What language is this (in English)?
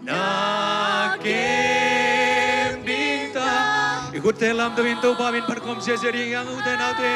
Tedim Chin